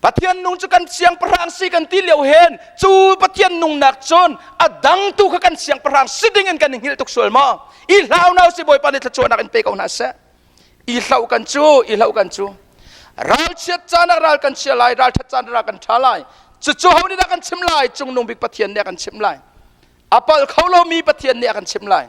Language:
Hakha Chin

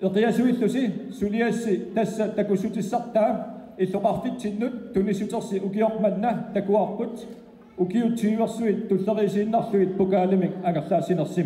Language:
Kalaallisut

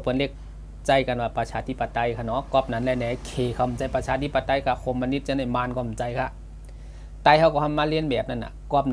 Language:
Shan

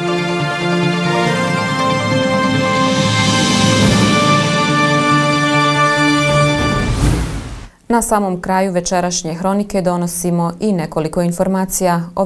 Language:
Bosnian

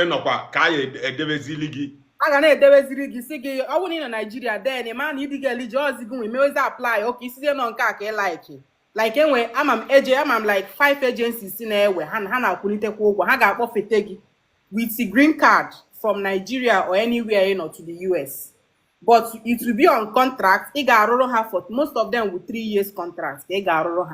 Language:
Igbo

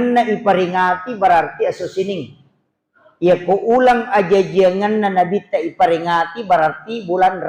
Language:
Buginese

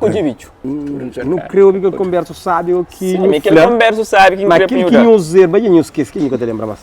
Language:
Kabuverdianu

